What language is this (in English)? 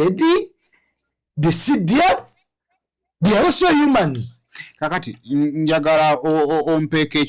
Ganda